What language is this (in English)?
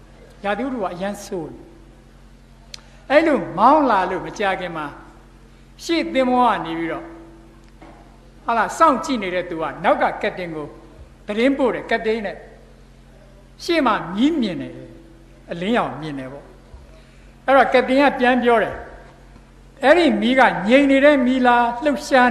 Burmese